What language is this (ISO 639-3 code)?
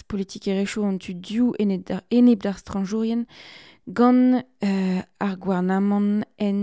bre